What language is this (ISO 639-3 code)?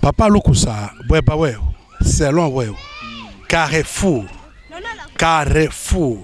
lua